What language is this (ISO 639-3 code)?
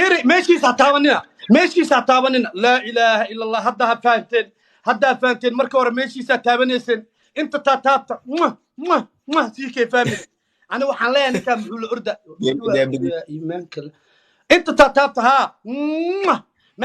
som